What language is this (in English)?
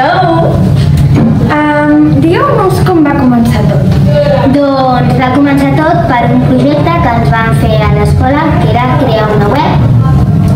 Catalan